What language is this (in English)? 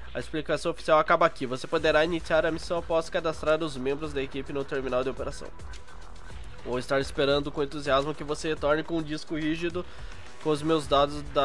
Portuguese